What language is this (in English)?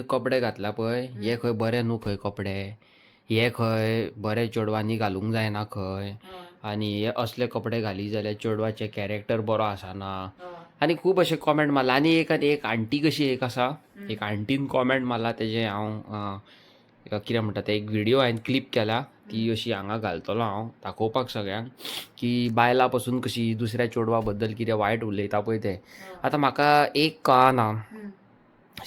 Konkani